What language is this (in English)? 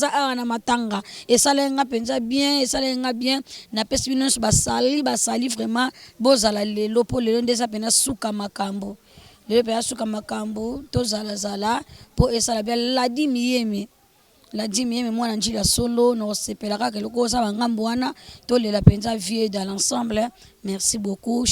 Lingala